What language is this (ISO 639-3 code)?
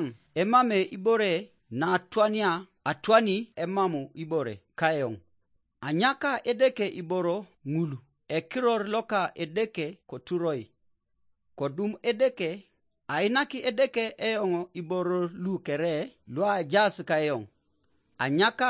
teo